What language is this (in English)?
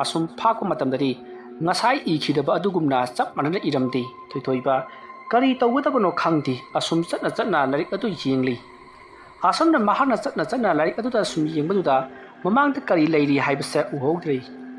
Manipuri